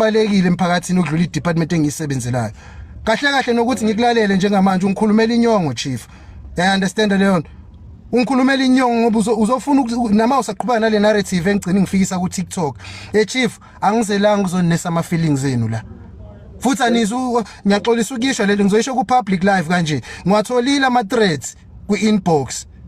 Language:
Zulu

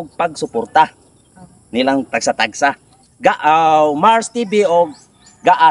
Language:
Cebuano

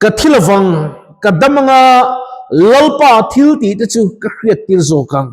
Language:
Mizo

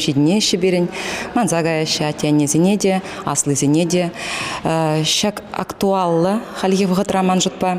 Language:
Chuvash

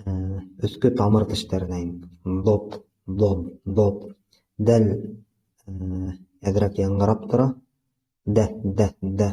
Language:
Bashkir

